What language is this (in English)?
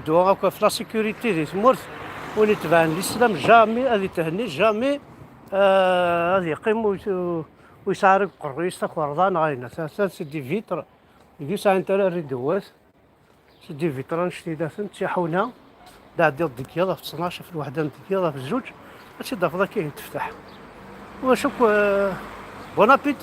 Kabyle